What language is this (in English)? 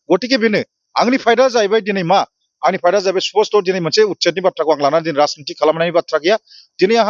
Bodo